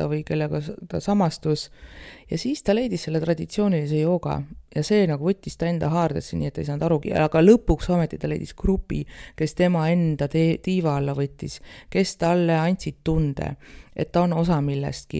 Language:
Estonian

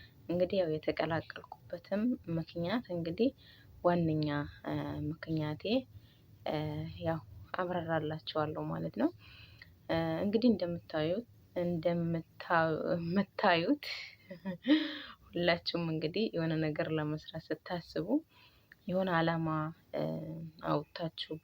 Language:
Amharic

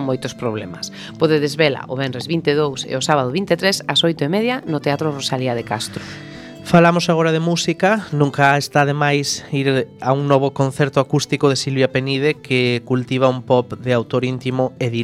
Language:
Galician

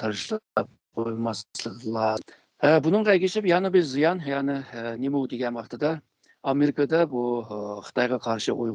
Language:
Uyghur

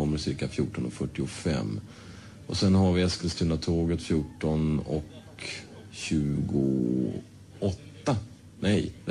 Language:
Swedish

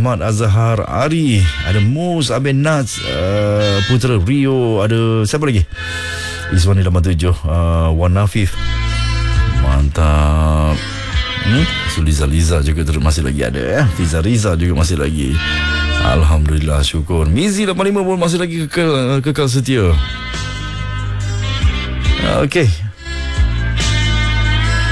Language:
Malay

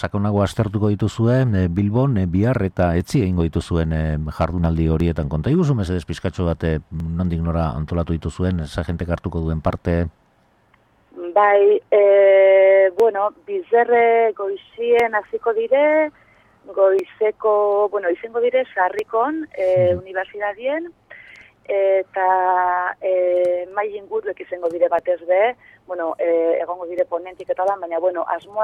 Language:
Basque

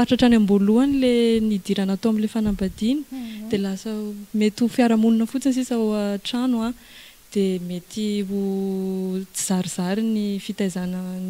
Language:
Malagasy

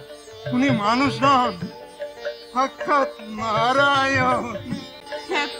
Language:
Bangla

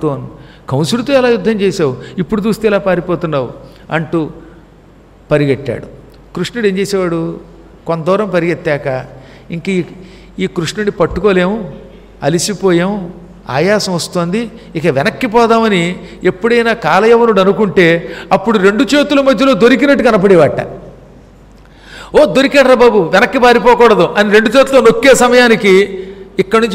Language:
Telugu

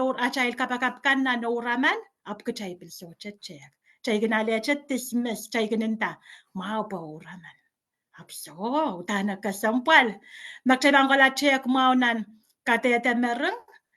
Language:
Pohnpeian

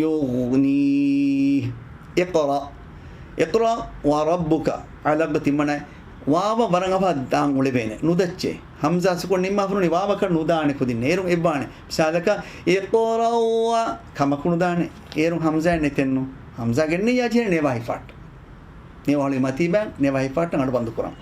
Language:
Divehi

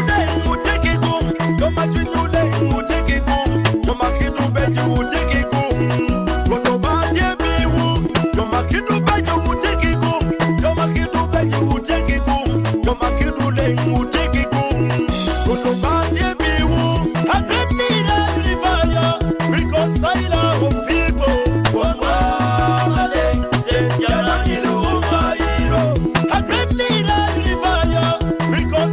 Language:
Acoli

